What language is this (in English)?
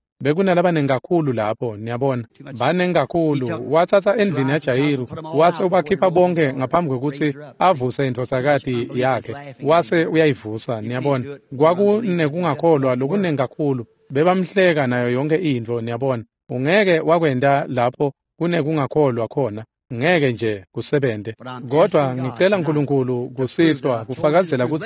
Swati